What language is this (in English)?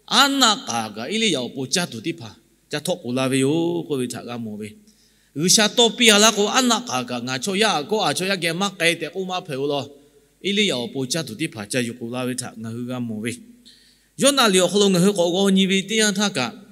Lahu